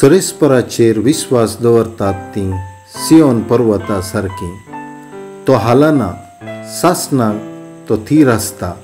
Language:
Konkani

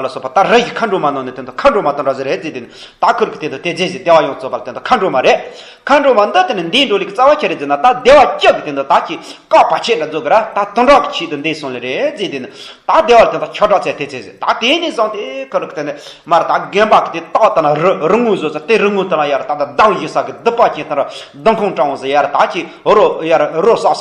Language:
Tibetan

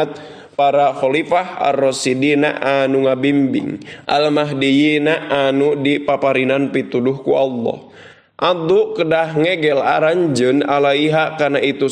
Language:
Sundanese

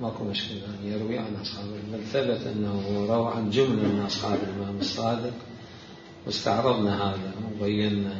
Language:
Mesopotamian Arabic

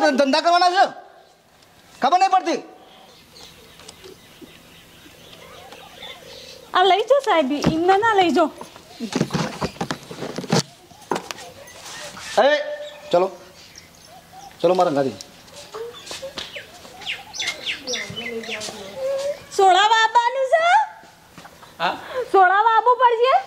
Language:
Gujarati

